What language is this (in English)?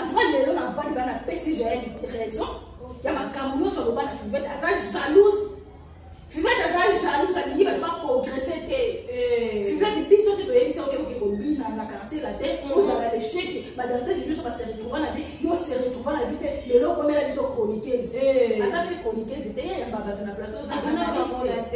Lingala